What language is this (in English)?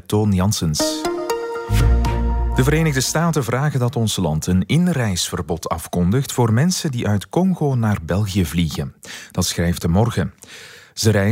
Dutch